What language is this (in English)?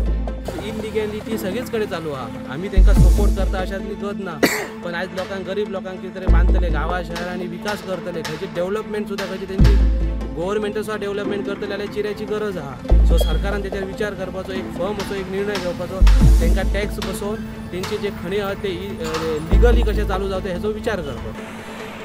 Konkani